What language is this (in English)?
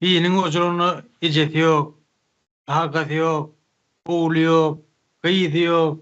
Turkmen